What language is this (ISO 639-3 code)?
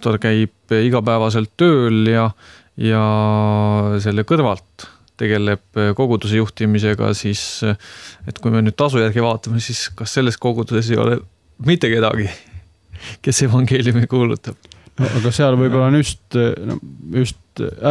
est